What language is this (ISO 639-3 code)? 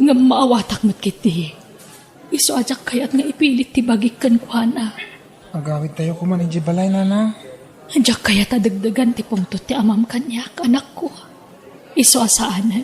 ilo